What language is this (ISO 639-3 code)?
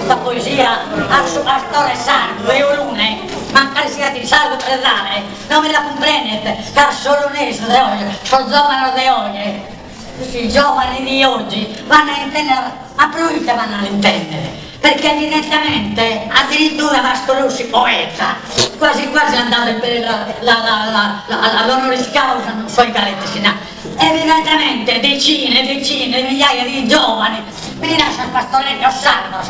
srd